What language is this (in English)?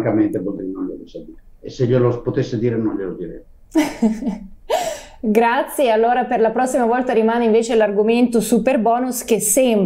Italian